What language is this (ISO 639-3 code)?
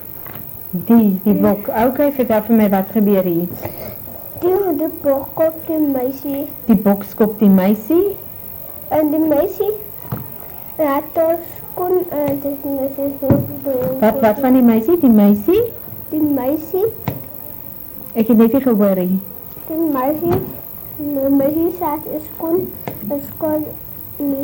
afr